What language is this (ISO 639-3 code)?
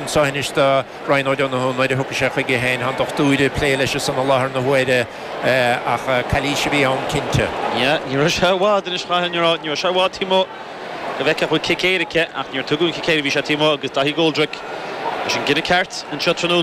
gle